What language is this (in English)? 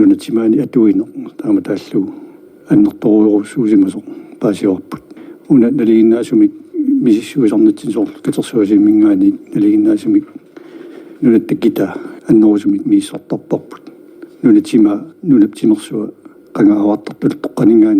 Kalaallisut